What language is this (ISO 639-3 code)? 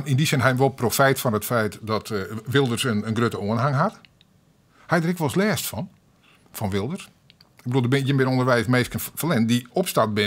fry